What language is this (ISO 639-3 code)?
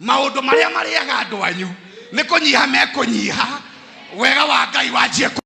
kik